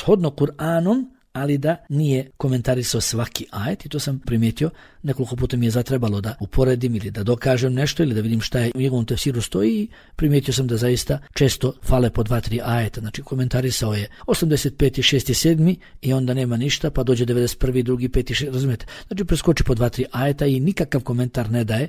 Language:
Bosnian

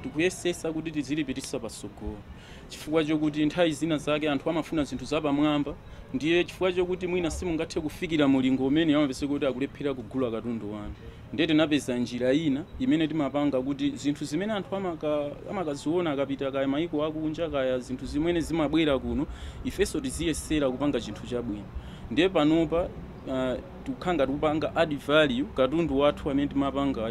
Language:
Nyanja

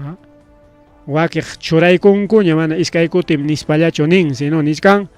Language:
Ayacucho Quechua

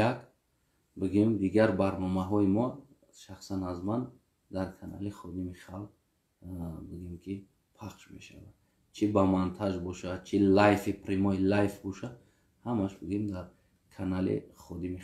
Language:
Tajik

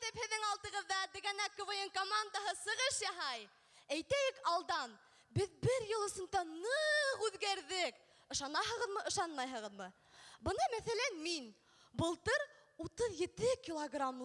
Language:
Bashkir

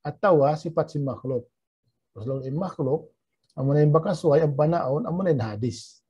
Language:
Tausug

